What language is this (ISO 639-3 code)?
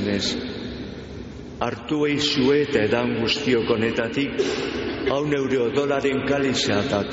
eus